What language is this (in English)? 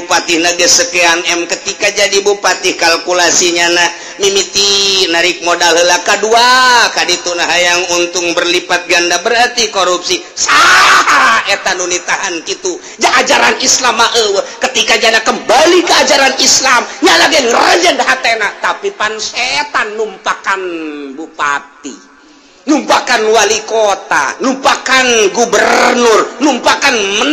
Sundanese